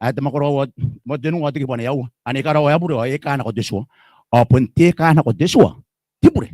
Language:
Gilbertese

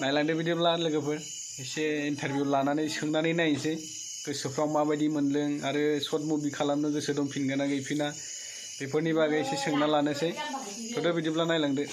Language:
Bodo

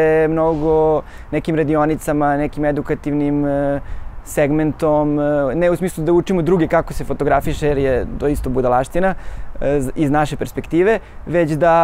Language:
Serbian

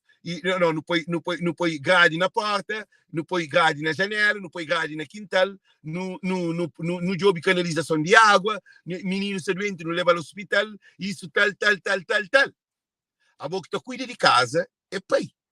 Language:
Kabuverdianu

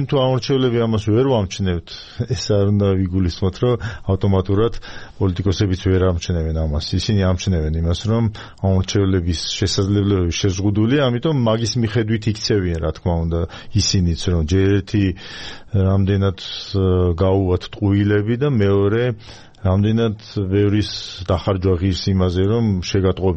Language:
Georgian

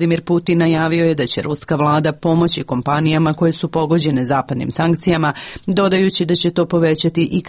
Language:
Serbian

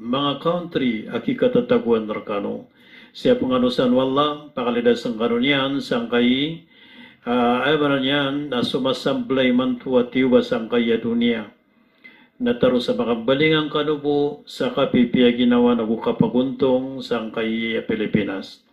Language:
Maranao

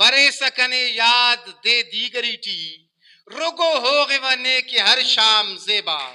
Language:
Brahui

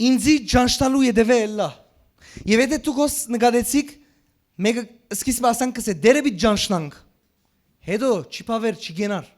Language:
Western Armenian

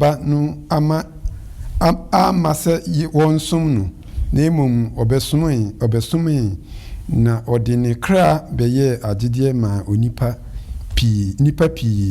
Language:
Akan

